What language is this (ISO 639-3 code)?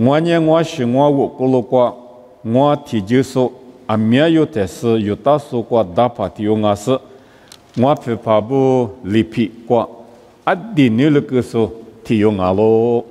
lis